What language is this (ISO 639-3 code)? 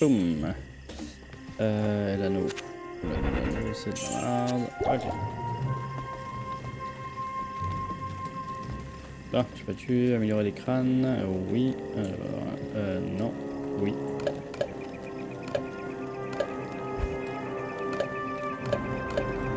fra